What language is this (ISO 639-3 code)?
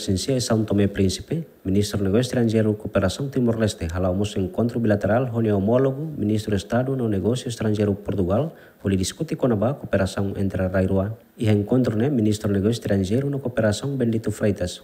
tet